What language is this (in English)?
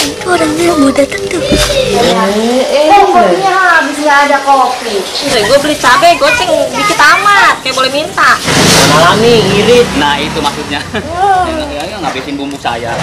Betawi